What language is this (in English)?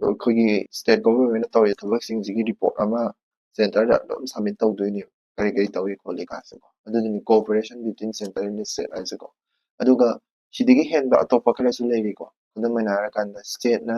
Manipuri